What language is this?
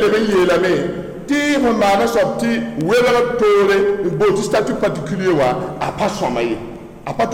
Mossi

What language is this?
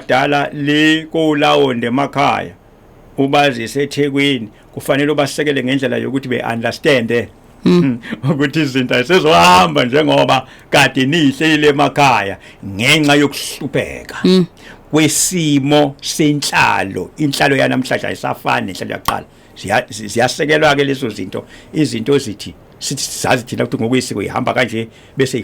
Zulu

